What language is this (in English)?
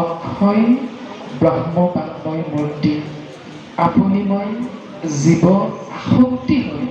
Assamese